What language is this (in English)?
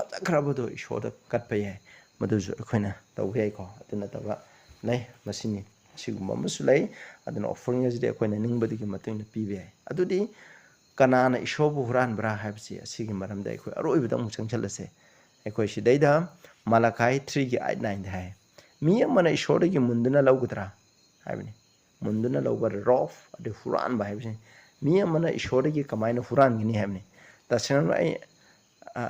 Manipuri